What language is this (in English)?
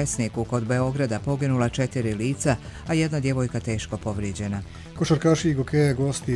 Croatian